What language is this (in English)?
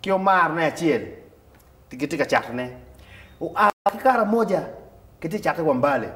Acoli